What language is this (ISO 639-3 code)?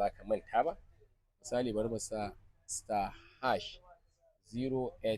hau